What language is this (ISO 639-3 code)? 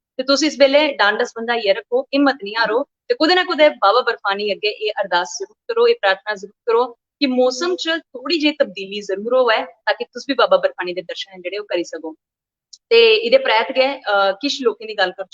doi